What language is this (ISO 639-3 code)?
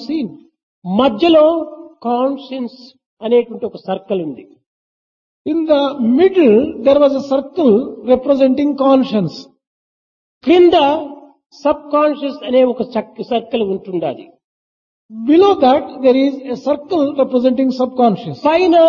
tel